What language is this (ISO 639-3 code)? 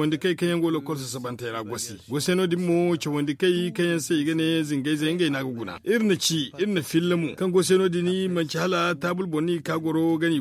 dje